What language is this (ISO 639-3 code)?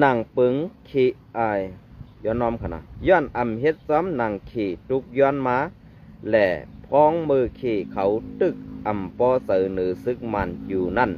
shn